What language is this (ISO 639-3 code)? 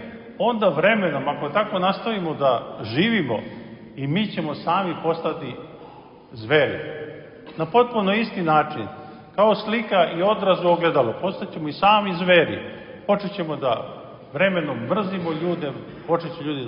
srp